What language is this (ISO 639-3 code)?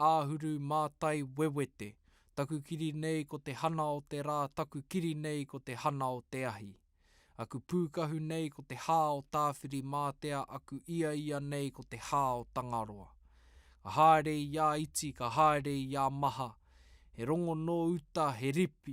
mri